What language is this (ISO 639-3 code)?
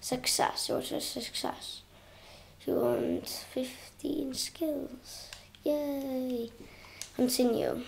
cym